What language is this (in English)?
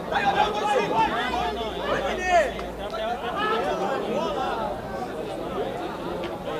Portuguese